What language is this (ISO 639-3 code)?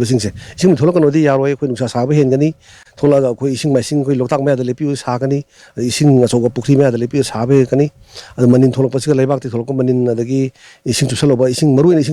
mni